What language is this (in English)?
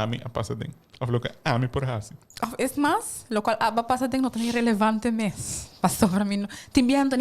Papiamento